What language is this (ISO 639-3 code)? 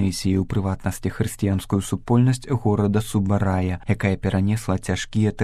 bel